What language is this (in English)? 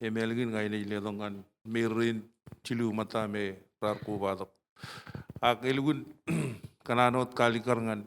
Marshallese